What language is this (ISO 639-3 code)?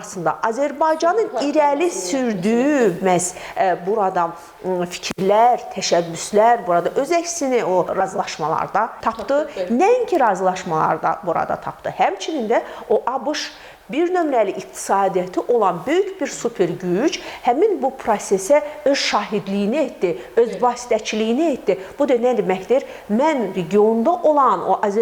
aze